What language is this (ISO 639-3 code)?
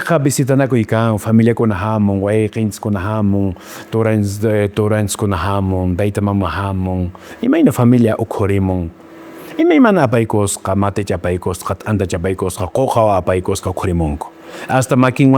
que